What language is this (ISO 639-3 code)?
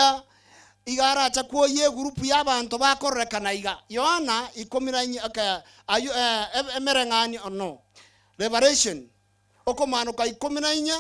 guz